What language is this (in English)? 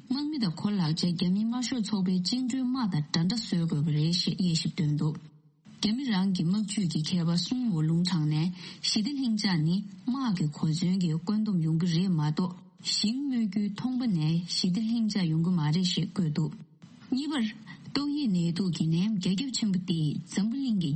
Tibetan